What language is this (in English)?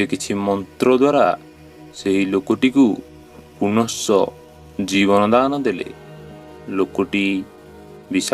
Odia